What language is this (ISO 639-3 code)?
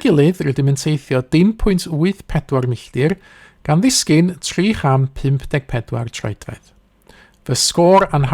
cym